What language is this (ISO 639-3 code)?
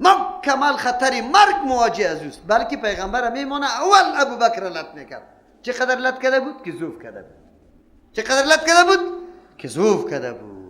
fas